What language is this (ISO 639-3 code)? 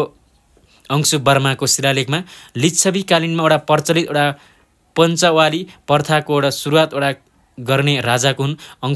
nep